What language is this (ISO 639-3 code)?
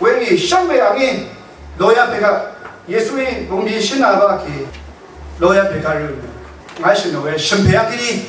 raw